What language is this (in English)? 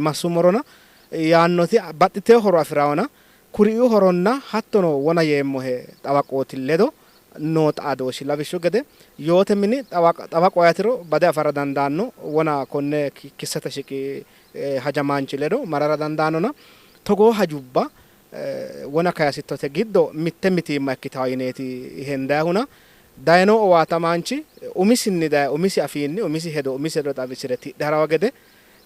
Sidamo